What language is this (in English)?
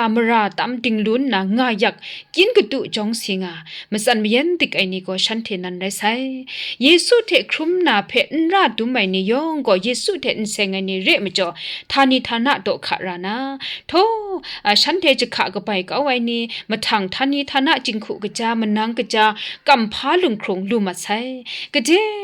Kachin